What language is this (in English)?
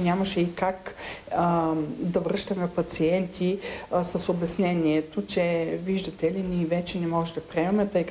Bulgarian